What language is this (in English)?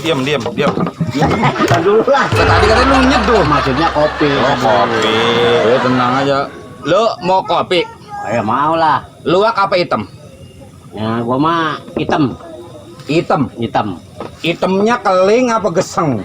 Betawi